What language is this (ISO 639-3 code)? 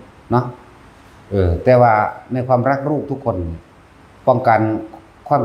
tts